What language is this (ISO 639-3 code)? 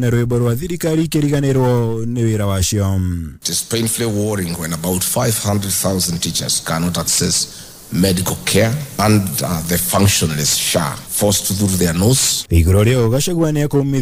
kik